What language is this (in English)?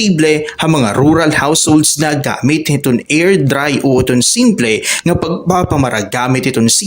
Waray